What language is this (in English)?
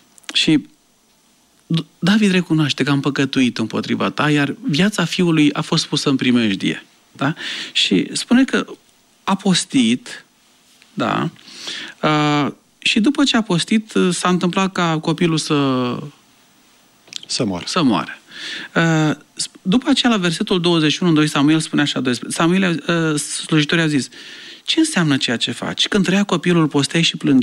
Romanian